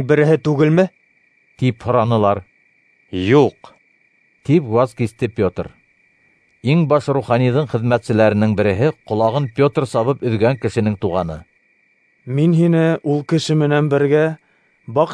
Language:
Bashkir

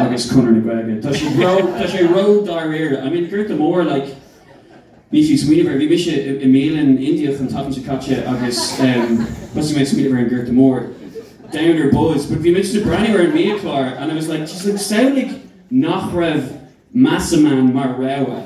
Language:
Irish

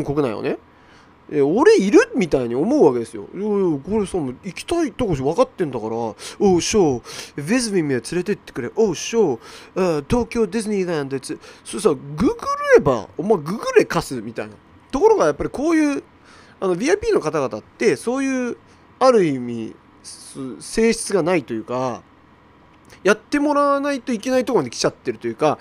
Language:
Japanese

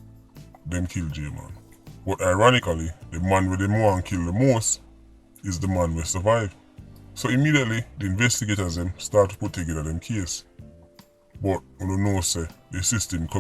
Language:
Jamaican Creole English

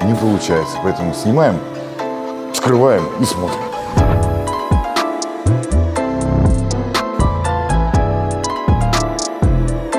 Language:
Russian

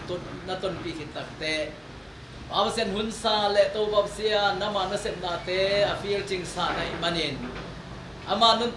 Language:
Tedim Chin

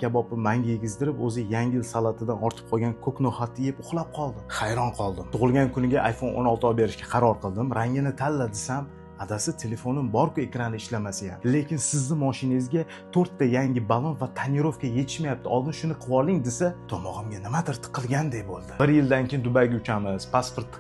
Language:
Uzbek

